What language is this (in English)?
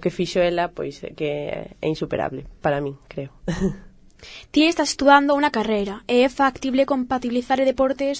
Galician